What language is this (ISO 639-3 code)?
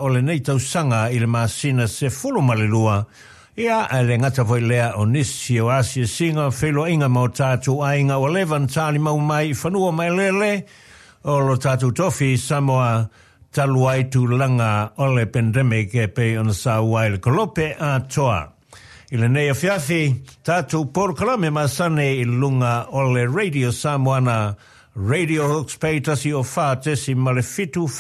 smo